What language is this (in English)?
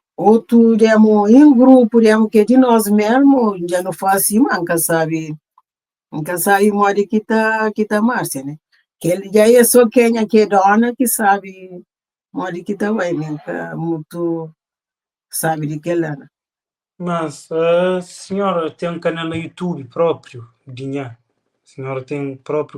Kabuverdianu